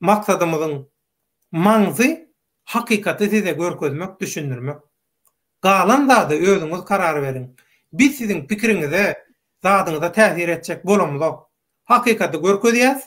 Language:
Turkmen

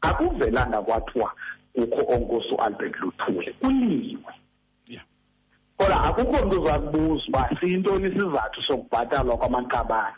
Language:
Xhosa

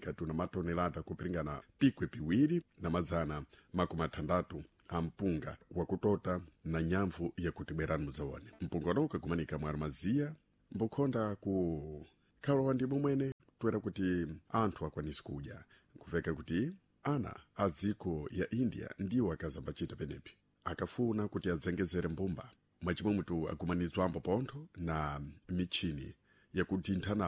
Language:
Sena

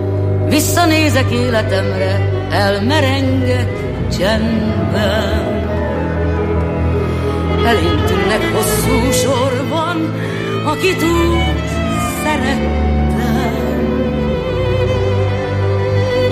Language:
Hungarian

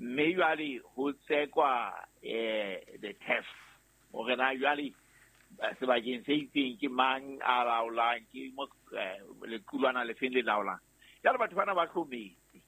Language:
Southern Sotho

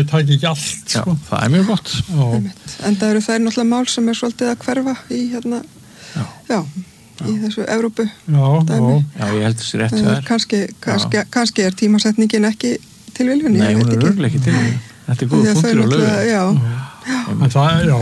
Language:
Icelandic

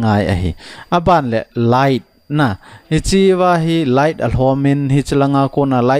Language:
Thado Chin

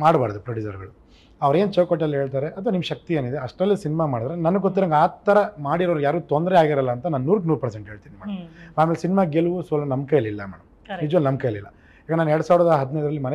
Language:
Kannada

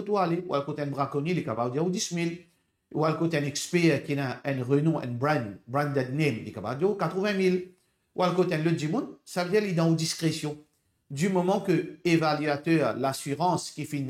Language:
Morisyen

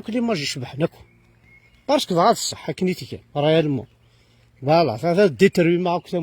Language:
Kabyle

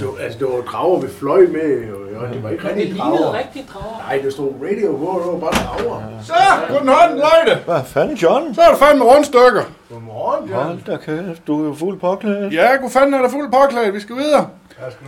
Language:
Danish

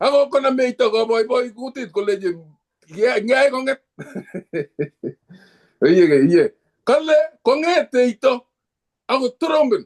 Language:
Kalenjin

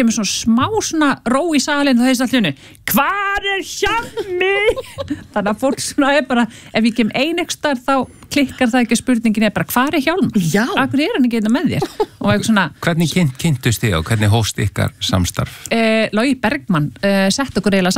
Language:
Icelandic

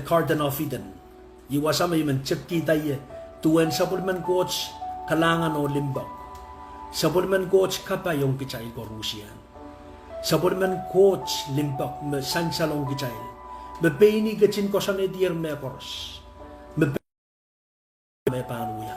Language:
Pohnpeian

